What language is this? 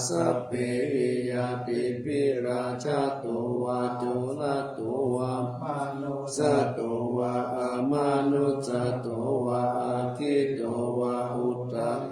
Pali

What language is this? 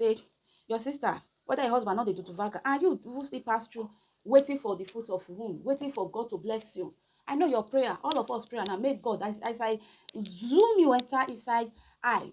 Nigerian Pidgin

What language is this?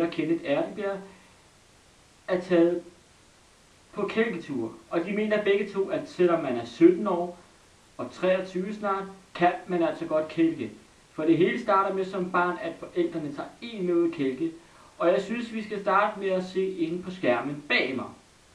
Danish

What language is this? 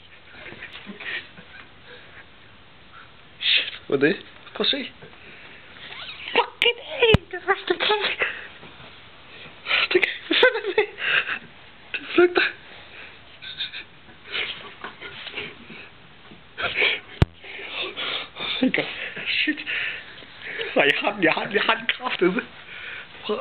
Danish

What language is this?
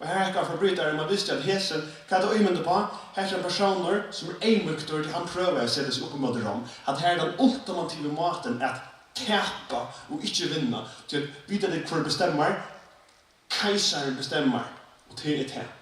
Faroese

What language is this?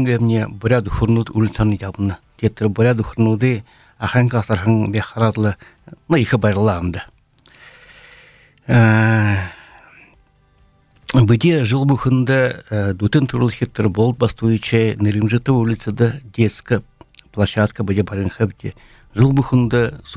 Buriat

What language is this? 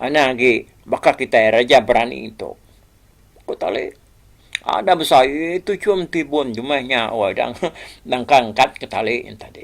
Iban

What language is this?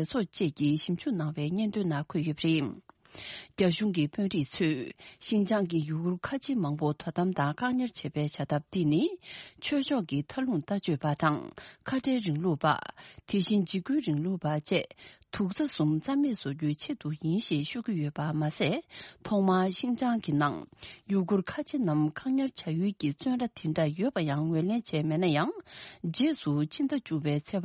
Tibetan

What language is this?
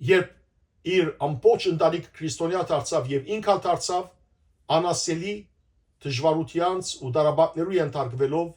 Western Armenian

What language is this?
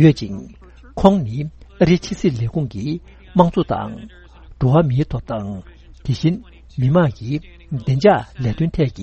Tibetan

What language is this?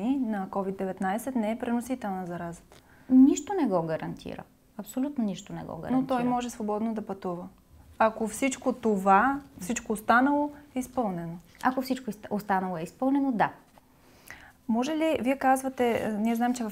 Bulgarian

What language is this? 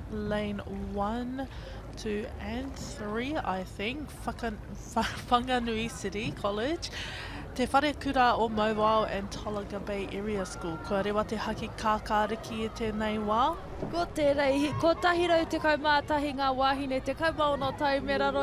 Māori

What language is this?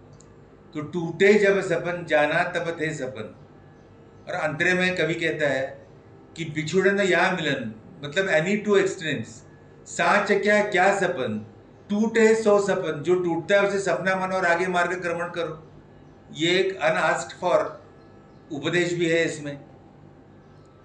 Hindi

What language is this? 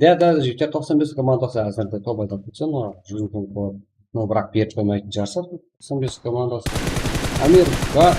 Kara-Kalpak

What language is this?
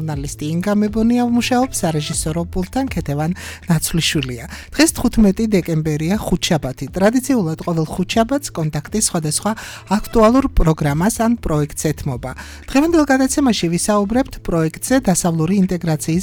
Georgian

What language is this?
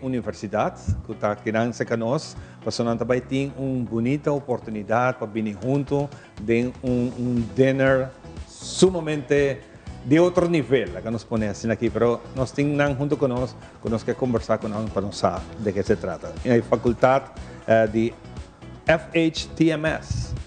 Papiamento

